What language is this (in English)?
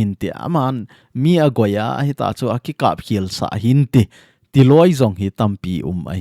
Thado Chin